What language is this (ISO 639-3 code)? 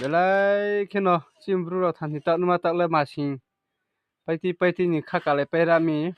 ria